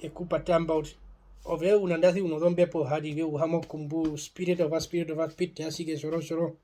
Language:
Herero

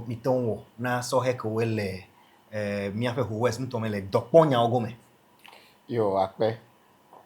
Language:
Ewe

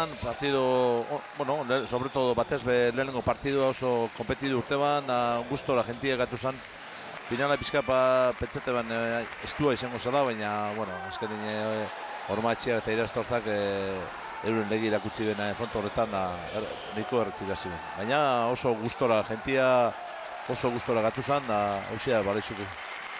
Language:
Basque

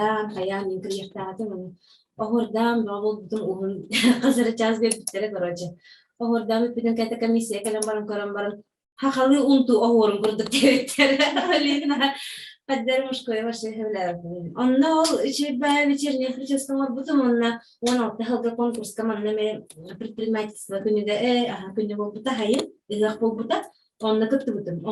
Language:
Yakut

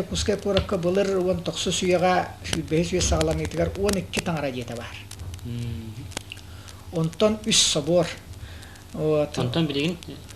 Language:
Yakut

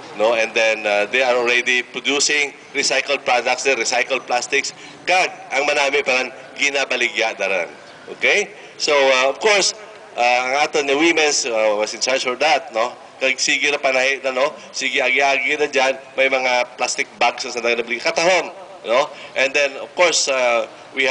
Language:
Hiligaynon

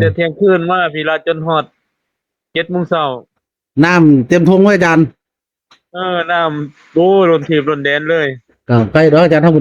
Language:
Northeastern Thai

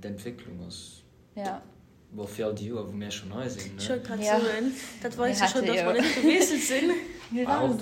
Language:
Luxembourgish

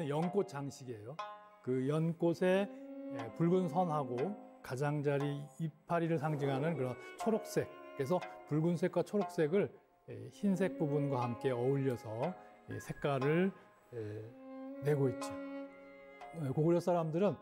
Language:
Korean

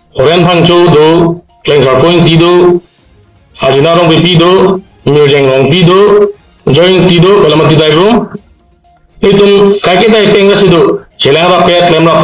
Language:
Karbi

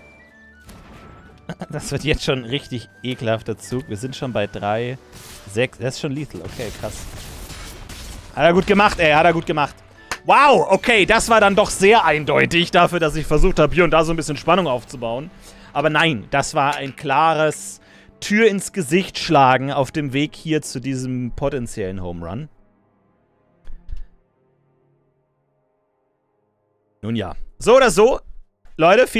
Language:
German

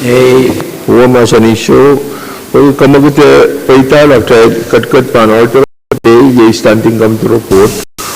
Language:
Pohnpeian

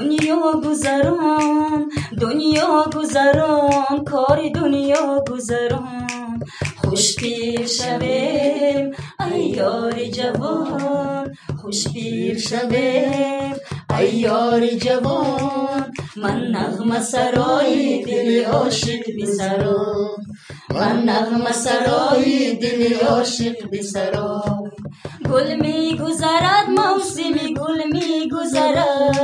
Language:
Tajik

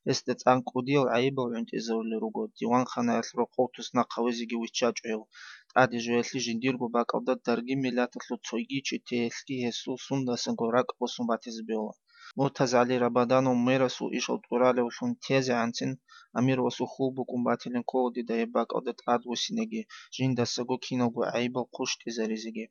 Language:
Avaric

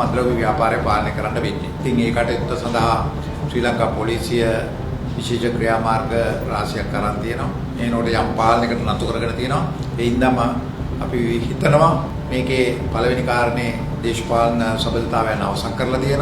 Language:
Sinhala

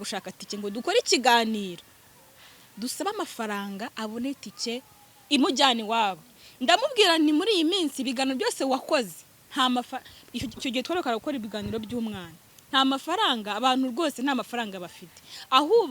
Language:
Kinyarwanda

